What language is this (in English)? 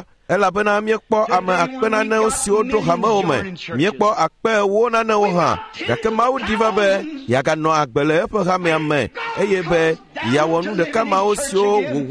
Ewe